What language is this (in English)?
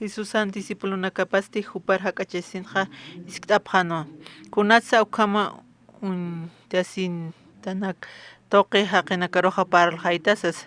Aymara